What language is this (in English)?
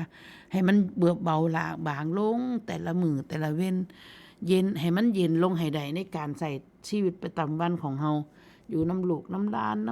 Northeastern Thai